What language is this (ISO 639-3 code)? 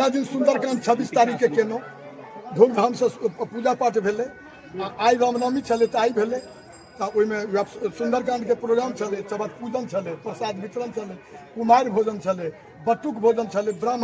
mai